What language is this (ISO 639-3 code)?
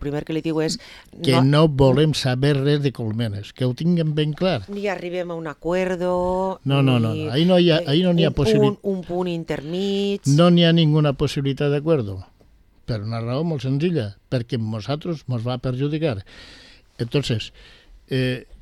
cat